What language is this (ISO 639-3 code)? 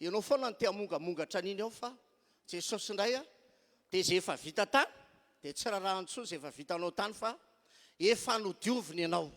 mlg